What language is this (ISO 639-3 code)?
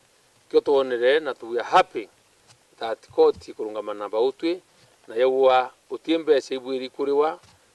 mer